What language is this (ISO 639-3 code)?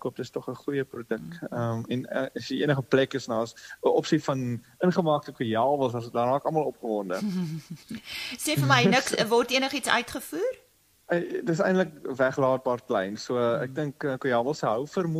afr